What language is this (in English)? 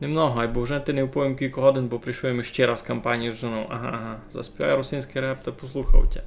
Rusyn